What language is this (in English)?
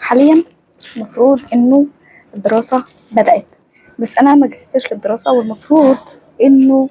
Egyptian Arabic